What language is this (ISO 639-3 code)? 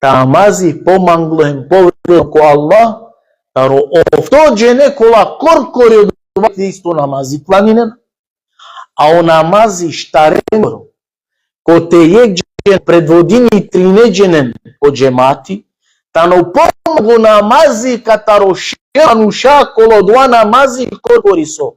rmn